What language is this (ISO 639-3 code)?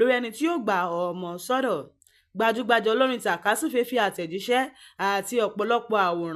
yor